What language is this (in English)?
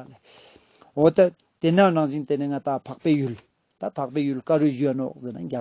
Ladakhi